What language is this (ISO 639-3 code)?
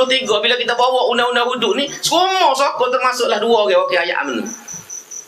msa